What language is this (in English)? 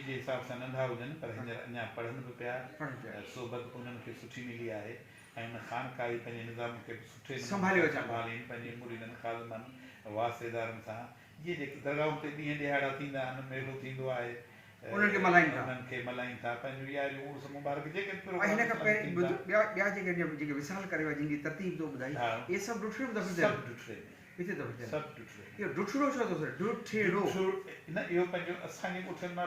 Sindhi